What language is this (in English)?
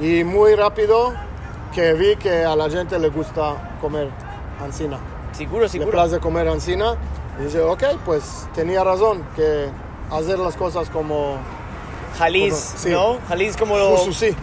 Ladino